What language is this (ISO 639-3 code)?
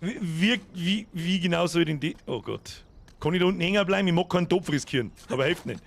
bar